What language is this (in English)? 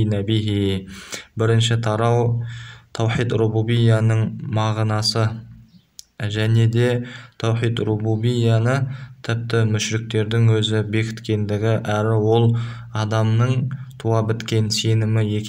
Kazakh